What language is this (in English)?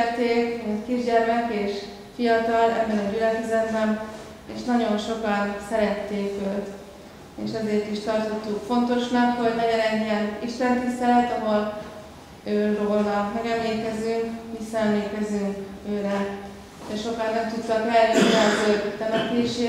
Hungarian